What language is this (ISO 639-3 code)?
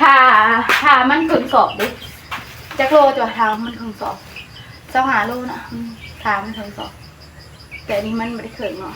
tts